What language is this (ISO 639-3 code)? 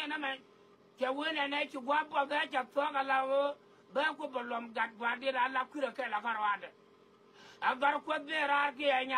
nus